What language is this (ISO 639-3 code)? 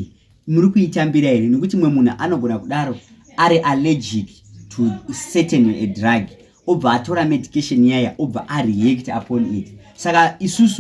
sna